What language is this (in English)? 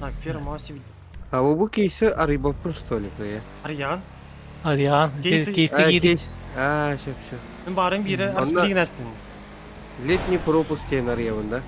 Yakut